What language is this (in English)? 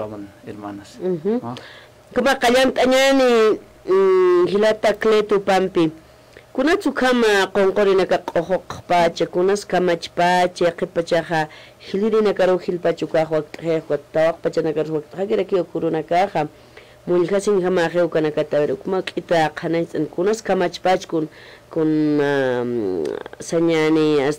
Aymara